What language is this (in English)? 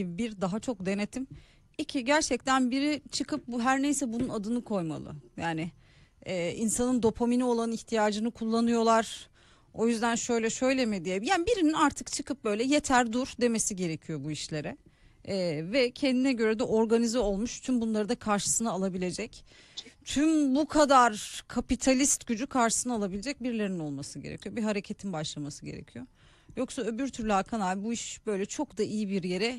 Turkish